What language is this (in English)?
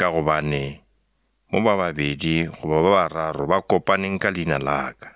Northern Sotho